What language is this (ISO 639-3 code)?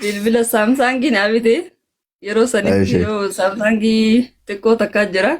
orm